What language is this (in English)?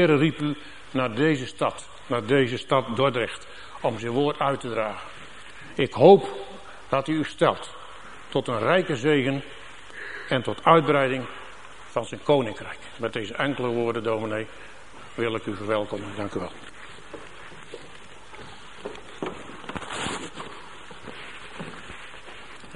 Dutch